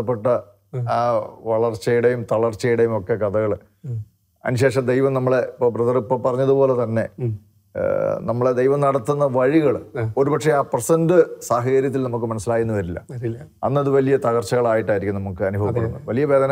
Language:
Malayalam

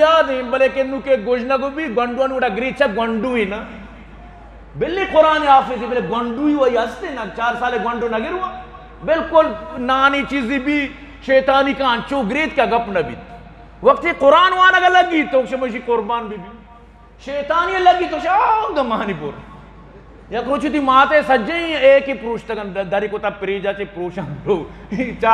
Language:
Eastern Balochi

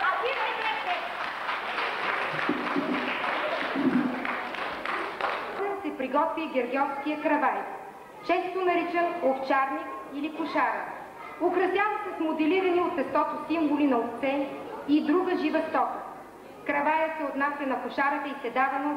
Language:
Bulgarian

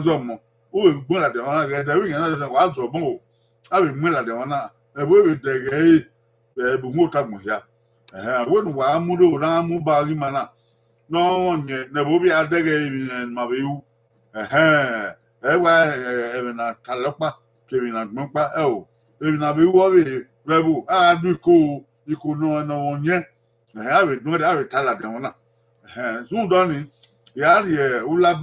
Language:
Bini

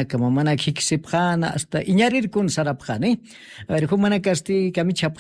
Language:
Aymara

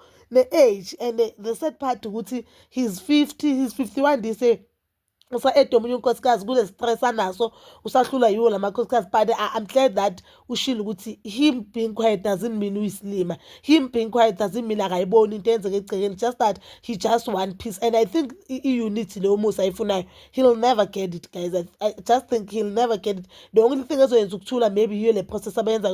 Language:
Zulu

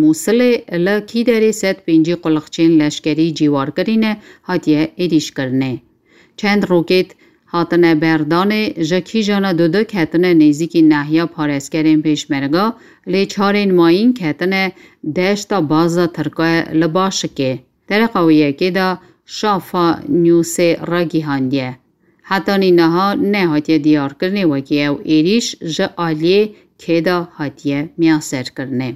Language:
Kurdish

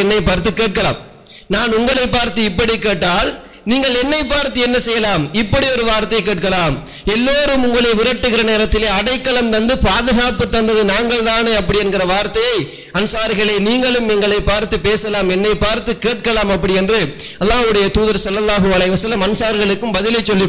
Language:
Tamil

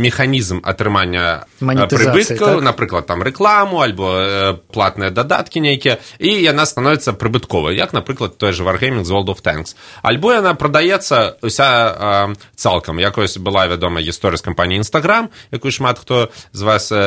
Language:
Belarusian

